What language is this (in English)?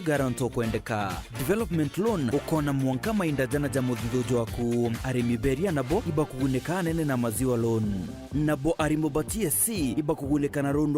Meru